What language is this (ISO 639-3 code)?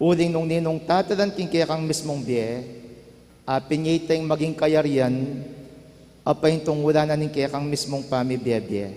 pam